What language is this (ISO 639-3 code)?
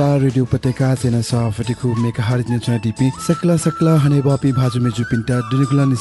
new